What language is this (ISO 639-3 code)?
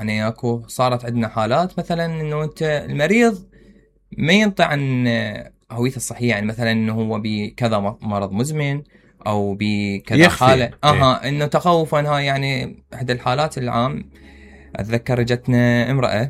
acm